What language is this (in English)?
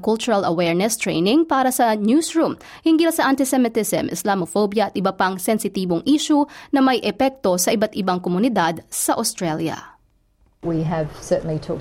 Filipino